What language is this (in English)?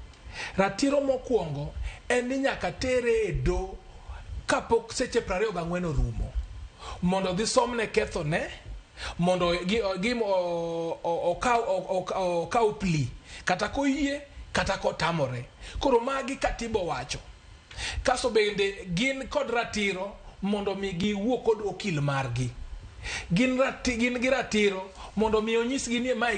Luo (Kenya and Tanzania)